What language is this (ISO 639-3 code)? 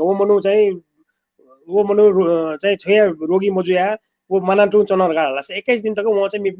new